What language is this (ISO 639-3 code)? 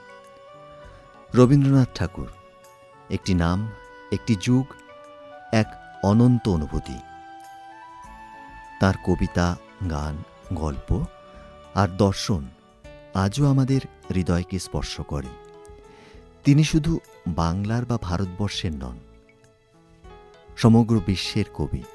ben